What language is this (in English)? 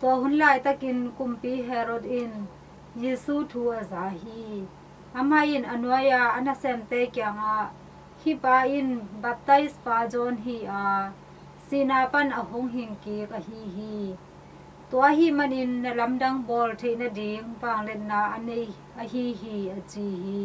Tedim Chin